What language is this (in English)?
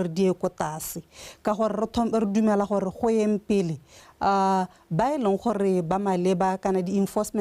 Tswana